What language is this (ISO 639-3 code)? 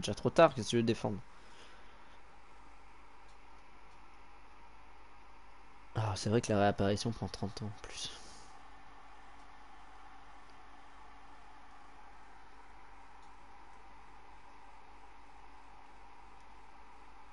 fra